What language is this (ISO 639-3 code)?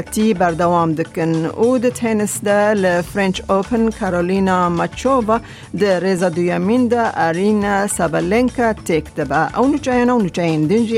kur